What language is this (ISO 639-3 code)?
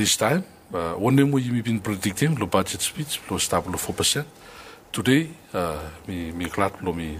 bis